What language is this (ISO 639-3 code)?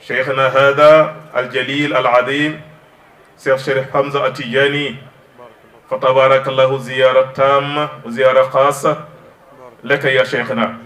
wol